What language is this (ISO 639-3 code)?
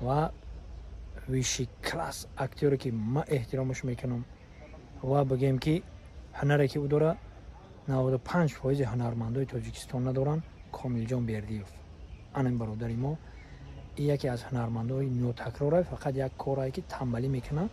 tgk